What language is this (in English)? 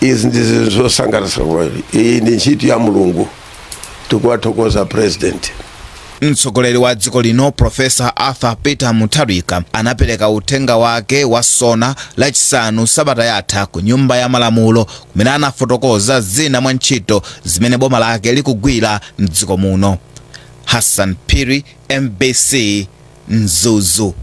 Nyanja